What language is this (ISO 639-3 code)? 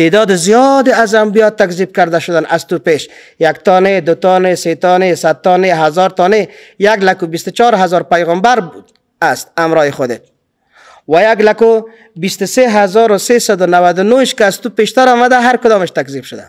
fas